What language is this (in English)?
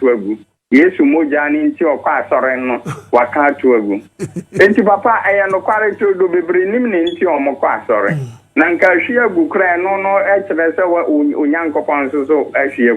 Akan